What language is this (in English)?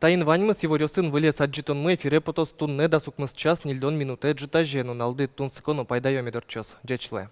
Udmurt